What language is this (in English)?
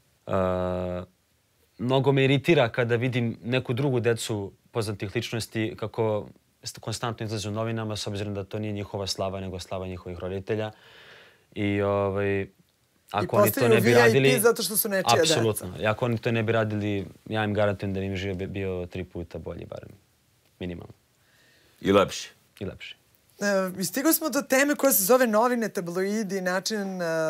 Serbian